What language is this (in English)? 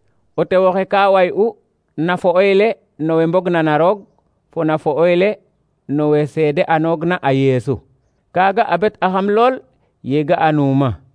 Serer